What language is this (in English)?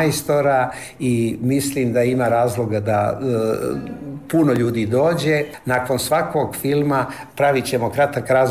Croatian